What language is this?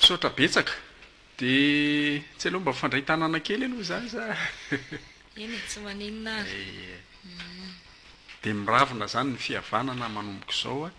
Malagasy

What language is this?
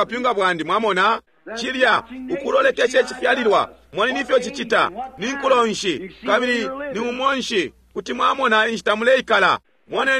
Bemba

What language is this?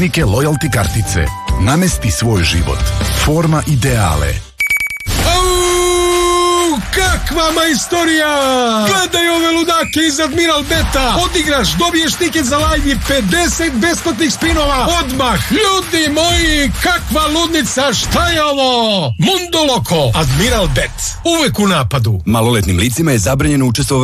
Serbian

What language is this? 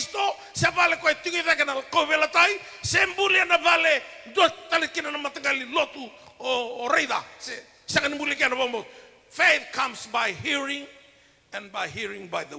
Fijian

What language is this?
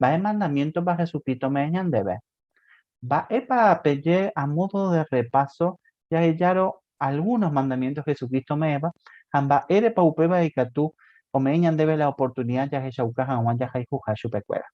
Guarani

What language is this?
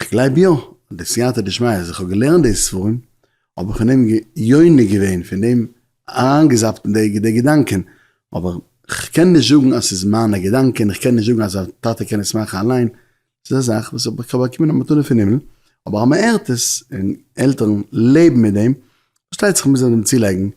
Yiddish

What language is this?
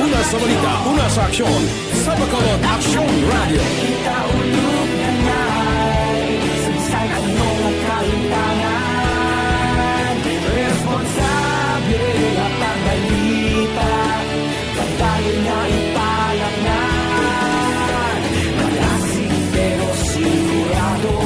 Hiligaynon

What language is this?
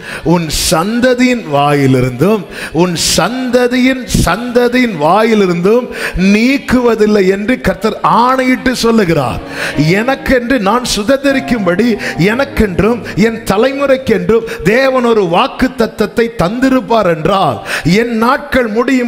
Tamil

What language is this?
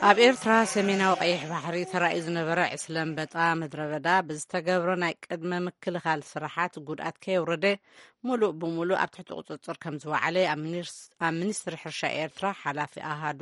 Tigrinya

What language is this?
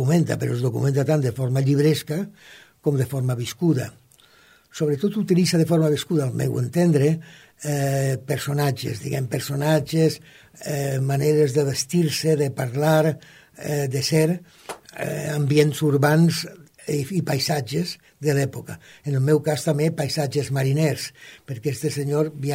Catalan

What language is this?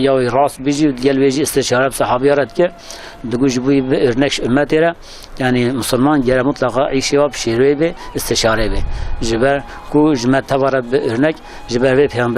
Kurdish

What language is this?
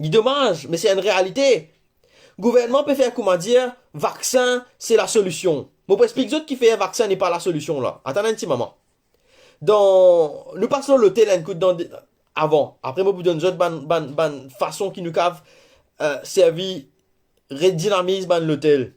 Morisyen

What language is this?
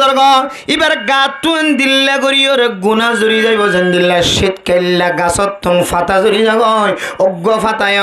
Rohingya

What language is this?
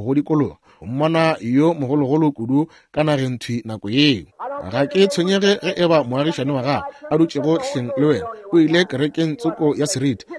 Northern Sotho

